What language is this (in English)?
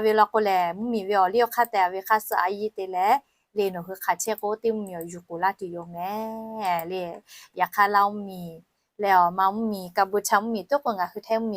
Lahu